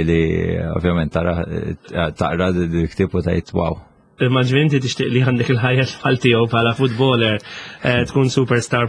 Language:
Maltese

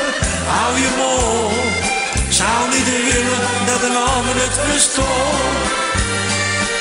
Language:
Dutch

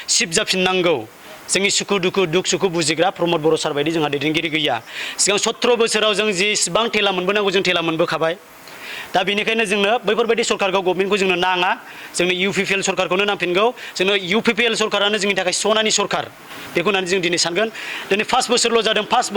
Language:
Bodo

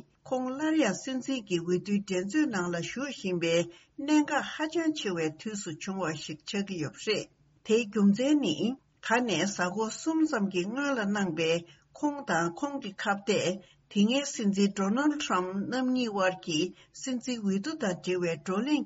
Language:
Tibetan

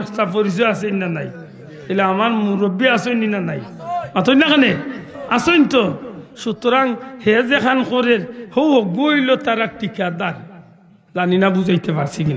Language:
Sylheti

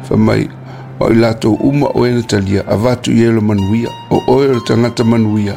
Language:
Samoan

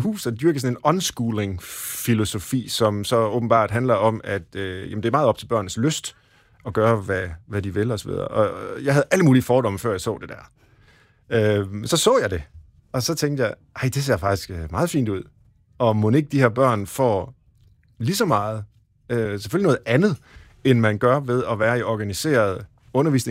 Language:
Danish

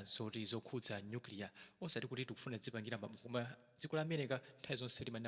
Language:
Nyanja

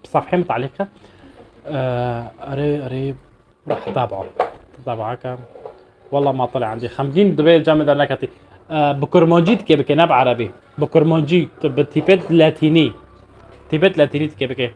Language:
North Levantine Arabic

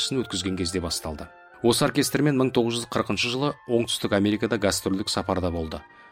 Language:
Kazakh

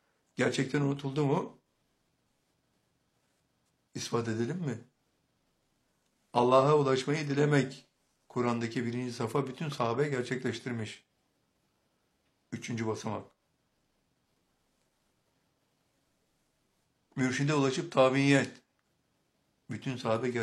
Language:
Turkish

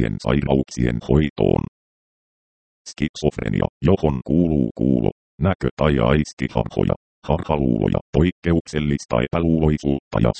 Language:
Finnish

